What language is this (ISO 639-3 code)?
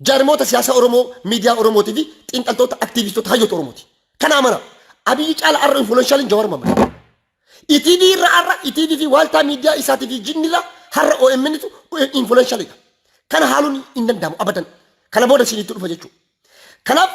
orm